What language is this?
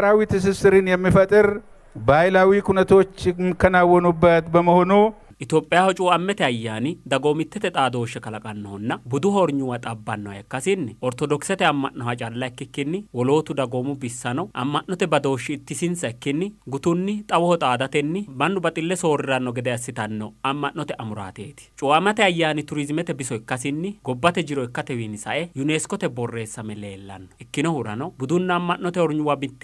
Sidamo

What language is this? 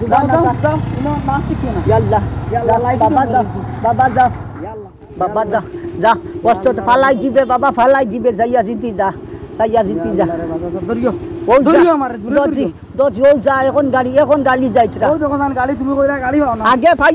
Sylheti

